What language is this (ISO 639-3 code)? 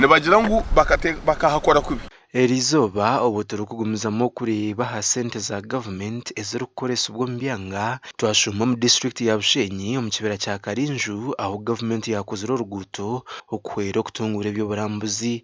nyn